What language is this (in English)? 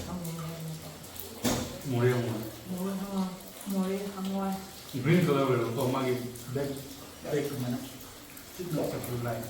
Manipuri